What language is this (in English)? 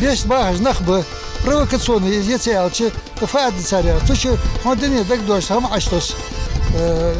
Ingush